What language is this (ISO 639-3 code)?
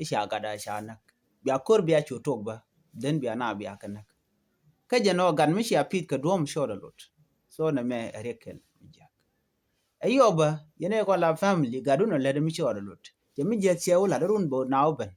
nus